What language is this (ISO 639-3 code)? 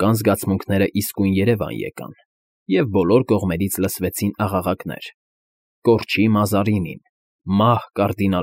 hye